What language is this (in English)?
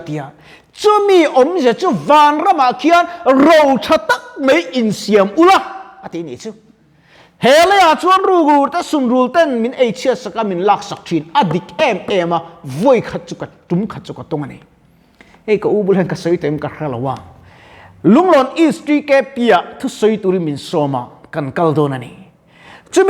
Mizo